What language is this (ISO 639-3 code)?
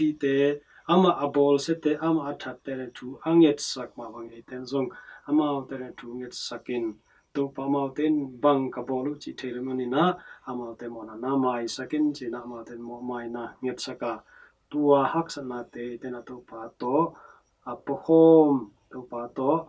ctd